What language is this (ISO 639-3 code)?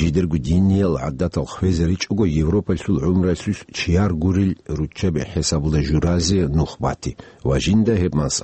ava